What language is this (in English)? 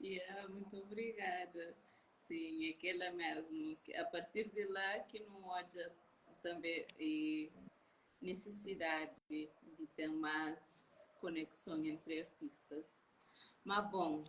Kabuverdianu